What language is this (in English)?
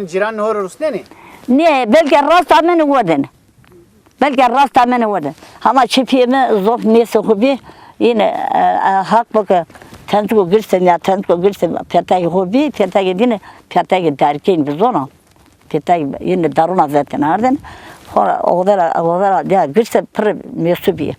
Zaza